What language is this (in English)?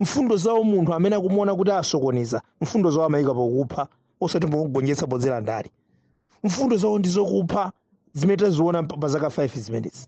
Nyanja